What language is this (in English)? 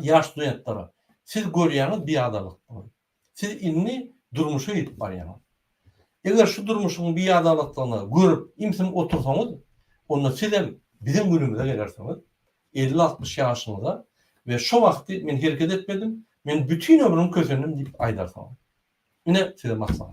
Turkmen